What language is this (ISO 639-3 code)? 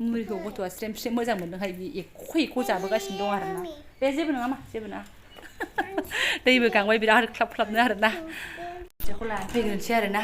brx